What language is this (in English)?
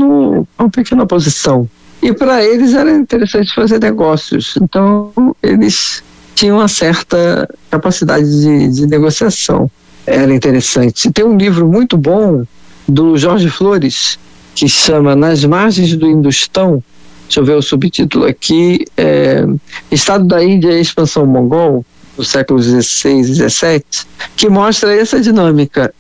Portuguese